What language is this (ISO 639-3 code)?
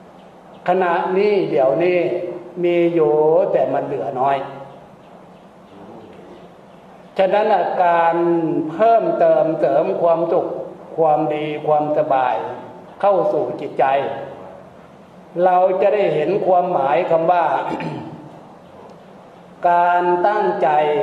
tha